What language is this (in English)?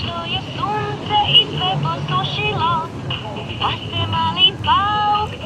Croatian